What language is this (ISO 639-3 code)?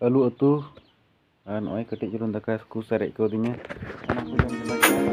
sat